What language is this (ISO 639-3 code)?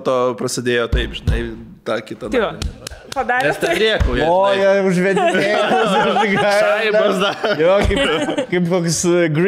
lit